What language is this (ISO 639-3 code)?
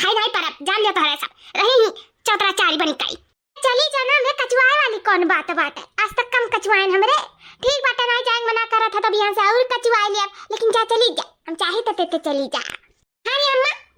awa